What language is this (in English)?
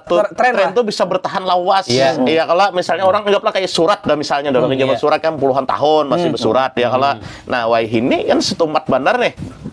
Banjar